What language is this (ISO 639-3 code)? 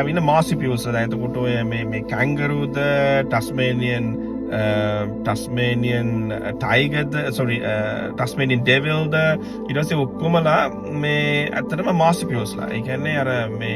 sin